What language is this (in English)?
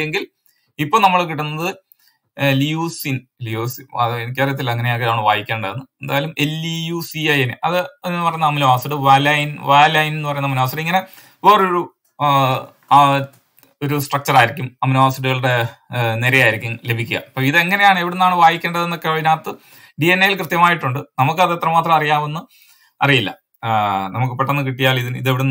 Malayalam